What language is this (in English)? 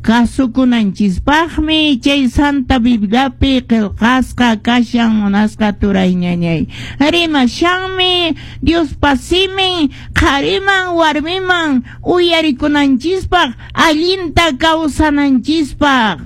Quechua